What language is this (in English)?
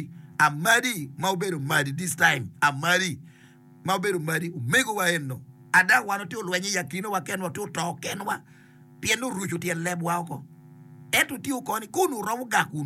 Acoli